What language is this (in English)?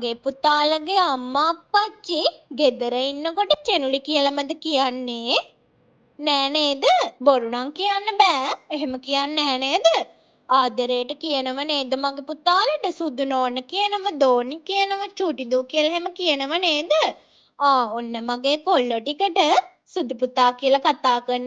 Sinhala